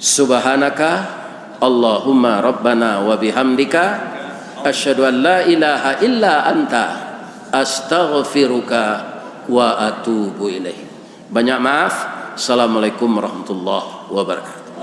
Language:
Minangkabau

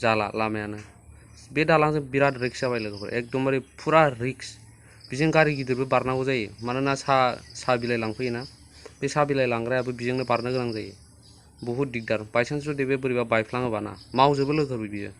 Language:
Bodo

